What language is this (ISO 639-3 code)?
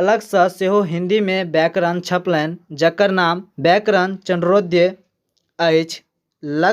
mai